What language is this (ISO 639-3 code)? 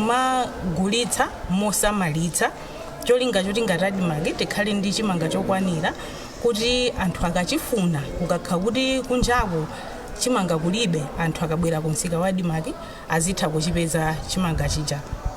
nya